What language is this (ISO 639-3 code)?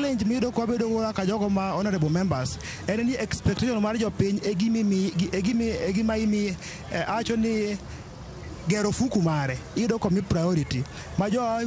luo